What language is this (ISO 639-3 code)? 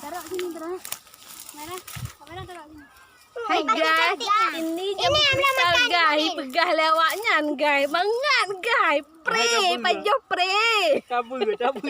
ace